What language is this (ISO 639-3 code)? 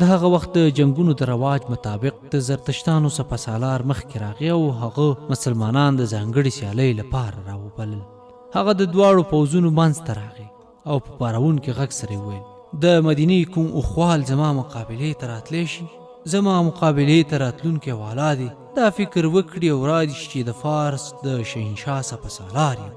pus